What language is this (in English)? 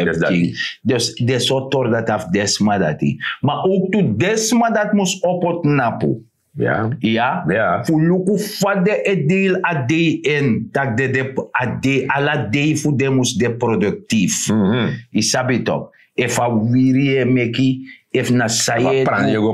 Sranan Tongo